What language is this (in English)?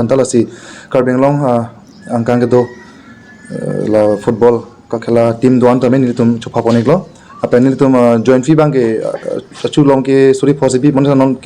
Karbi